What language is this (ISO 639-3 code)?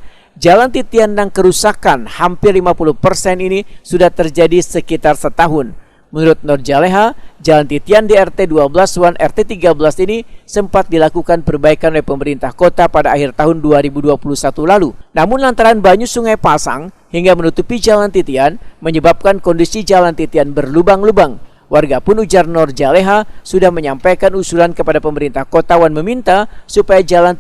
bjn